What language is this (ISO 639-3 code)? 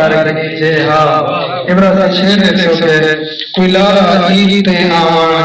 skr